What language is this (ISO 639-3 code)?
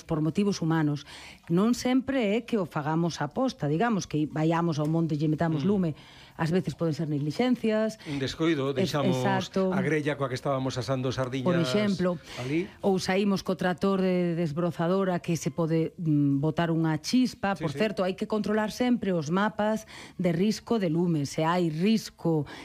glg